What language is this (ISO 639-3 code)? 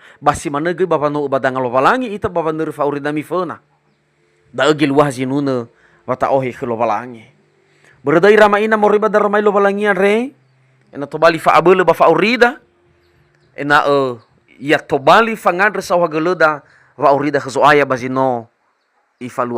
nia